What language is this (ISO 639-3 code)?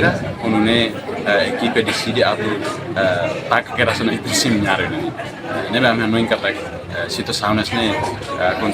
tet